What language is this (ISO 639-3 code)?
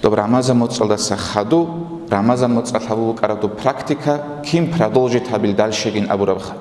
ava